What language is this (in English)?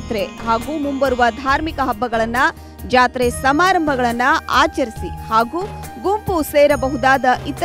Kannada